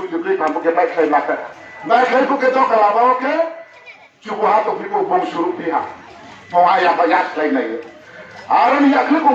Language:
Riang (India)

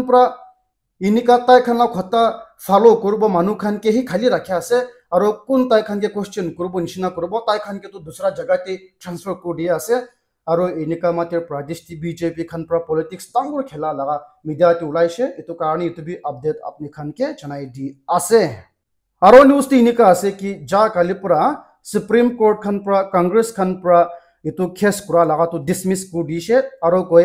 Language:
Naga Pidgin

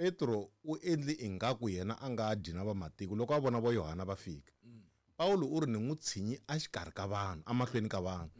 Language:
Tsonga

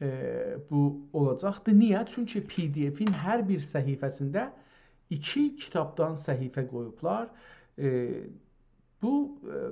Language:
South Azerbaijani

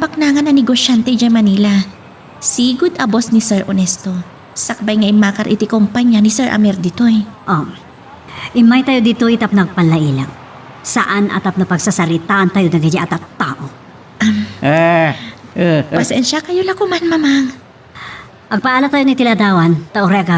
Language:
Iloko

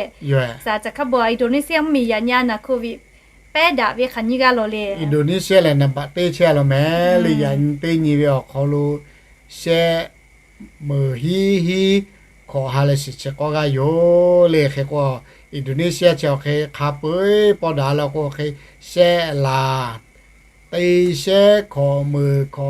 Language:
Lahu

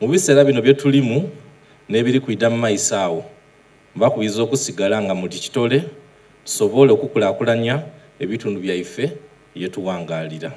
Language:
Soga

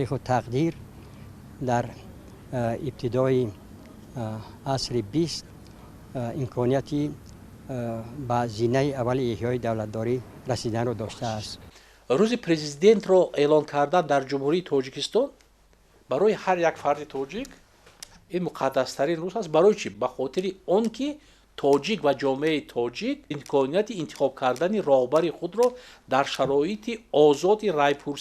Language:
Tajik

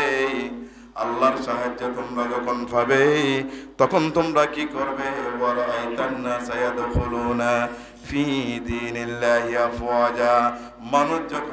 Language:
Bangla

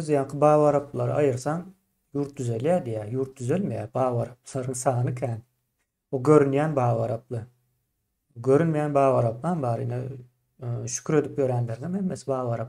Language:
Turkmen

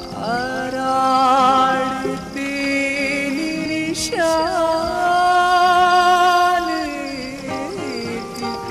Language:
Brahui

